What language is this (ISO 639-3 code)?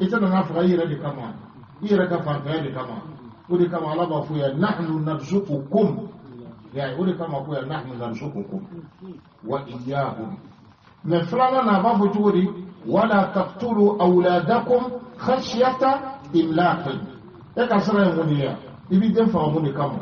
bam